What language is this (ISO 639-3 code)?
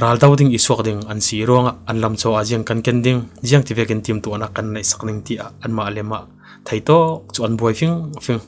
cfm